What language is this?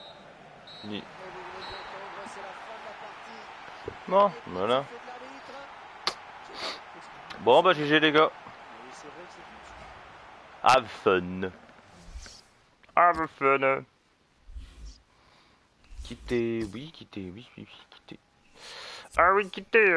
French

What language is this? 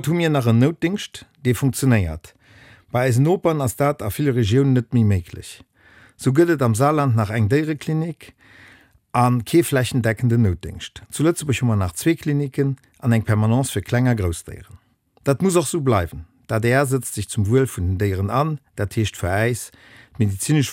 Luxembourgish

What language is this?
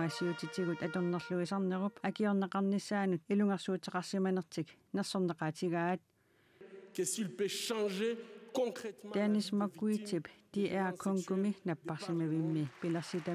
Kalaallisut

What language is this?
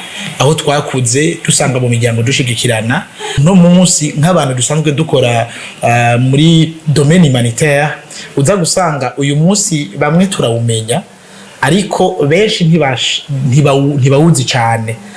Rundi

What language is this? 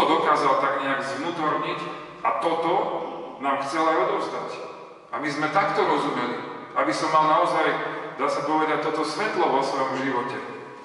Slovak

